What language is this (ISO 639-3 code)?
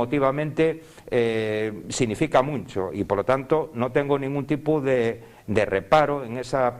ast